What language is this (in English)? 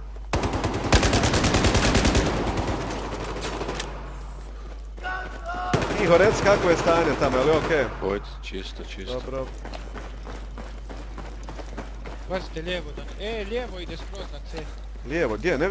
Croatian